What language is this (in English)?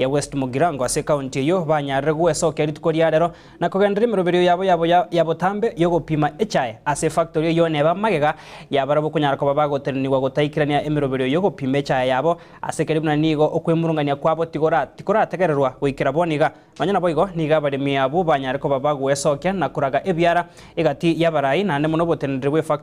Gusii